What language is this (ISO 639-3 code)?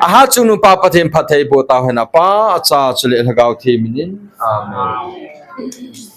tcz